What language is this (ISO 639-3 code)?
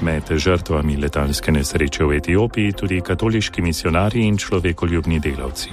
slv